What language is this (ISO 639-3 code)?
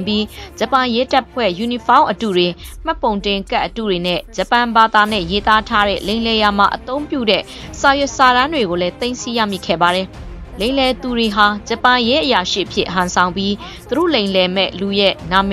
mya